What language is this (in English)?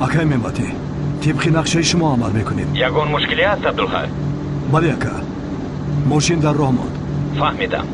Persian